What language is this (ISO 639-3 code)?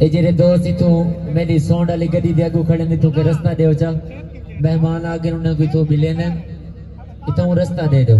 skr